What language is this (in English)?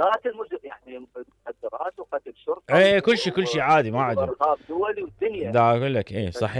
Mesopotamian Arabic